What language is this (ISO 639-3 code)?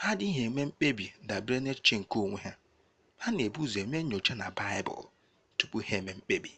ibo